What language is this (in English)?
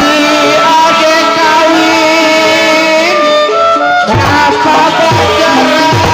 Betawi